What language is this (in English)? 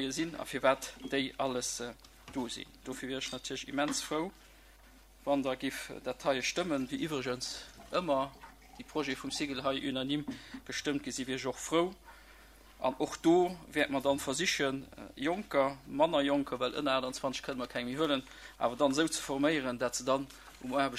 Luxembourgish